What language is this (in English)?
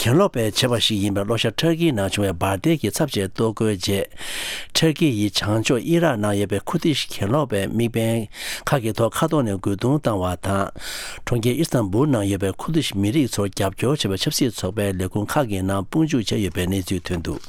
Tibetan